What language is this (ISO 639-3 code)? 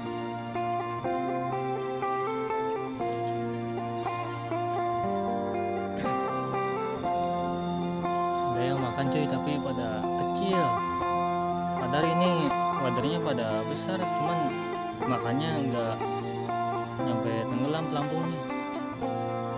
ind